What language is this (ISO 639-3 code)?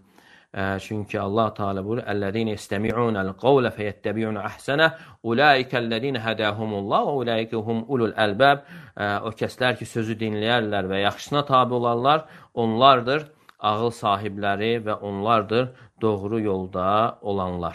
aze